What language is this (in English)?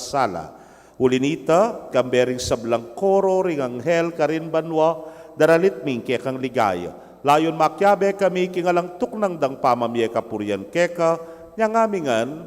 Pampanga